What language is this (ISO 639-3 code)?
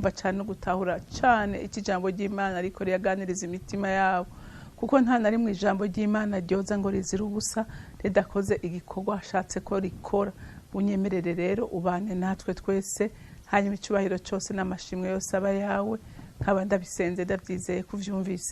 run